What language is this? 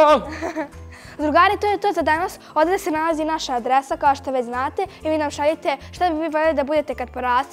Bosnian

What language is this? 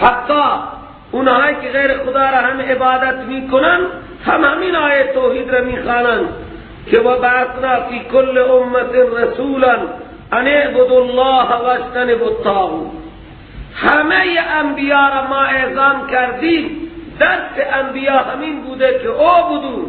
Persian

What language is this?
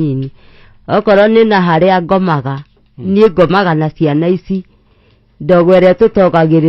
Kikuyu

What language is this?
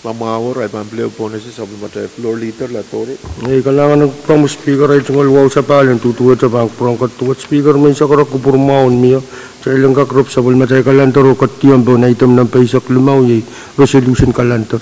Pohnpeian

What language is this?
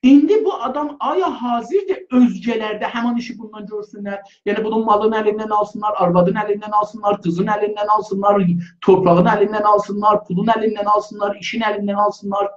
South Azerbaijani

